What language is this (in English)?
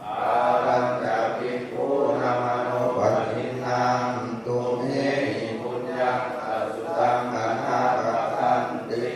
Pali